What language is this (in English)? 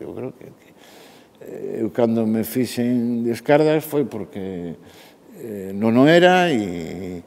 Galician